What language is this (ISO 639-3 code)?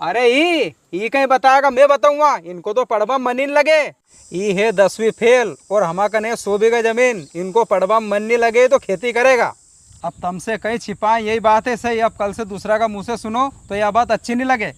raj